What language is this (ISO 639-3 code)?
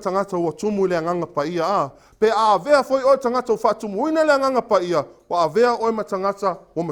smo